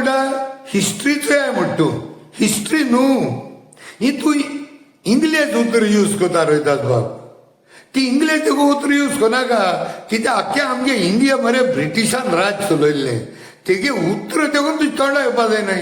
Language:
Konkani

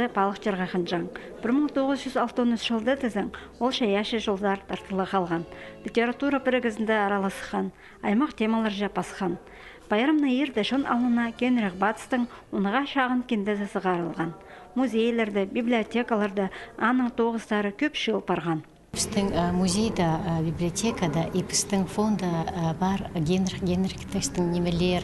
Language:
Khakas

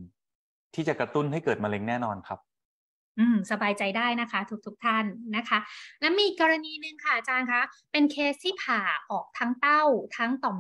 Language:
Thai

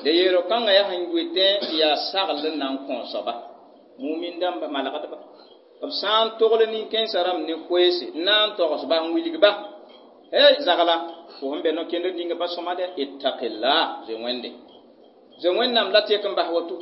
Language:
Mossi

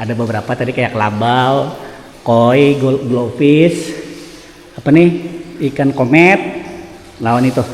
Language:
Banjar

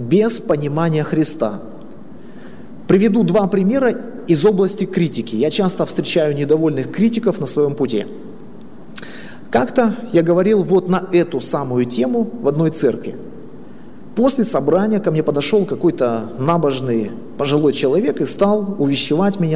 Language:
Russian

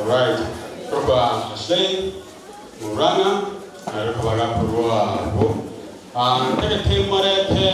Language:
Gusii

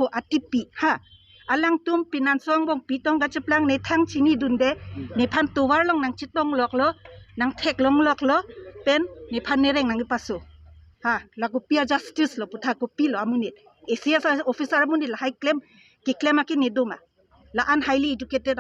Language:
Karbi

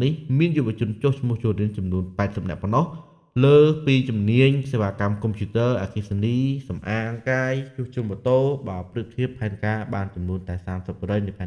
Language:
Khmer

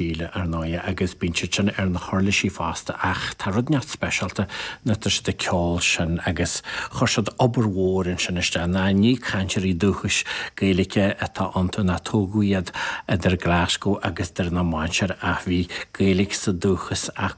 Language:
Irish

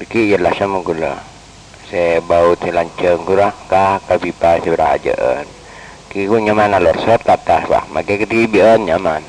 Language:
Madurese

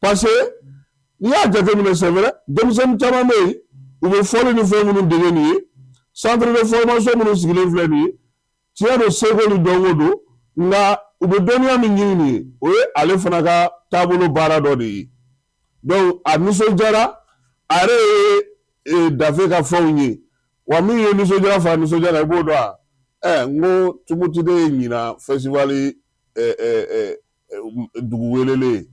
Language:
Bambara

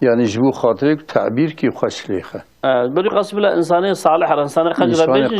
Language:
Kurdish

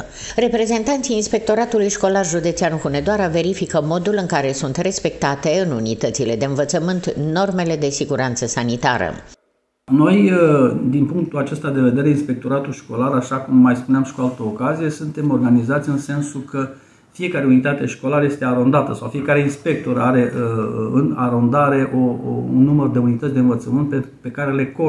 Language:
Romanian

